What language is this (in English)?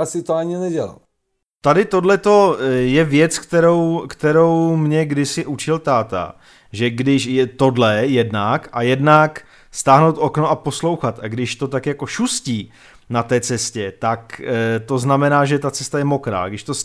Czech